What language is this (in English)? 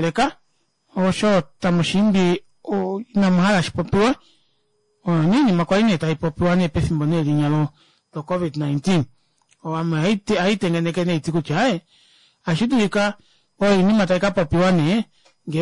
Kuanyama